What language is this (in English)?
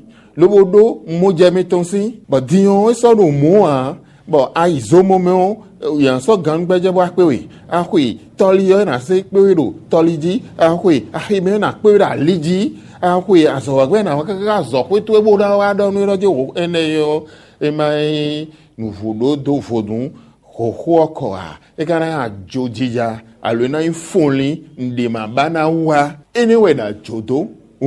Fon